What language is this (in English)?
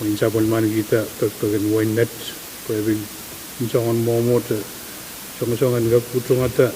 Pohnpeian